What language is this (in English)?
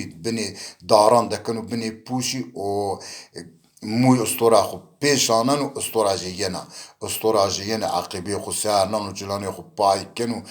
Zaza